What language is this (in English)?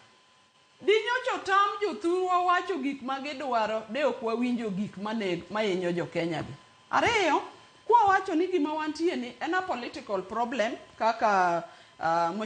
Luo (Kenya and Tanzania)